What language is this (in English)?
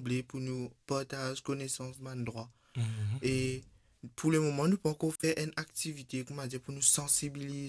Morisyen